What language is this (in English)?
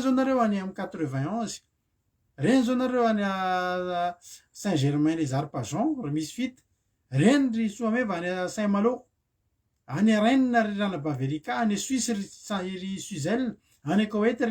Malagasy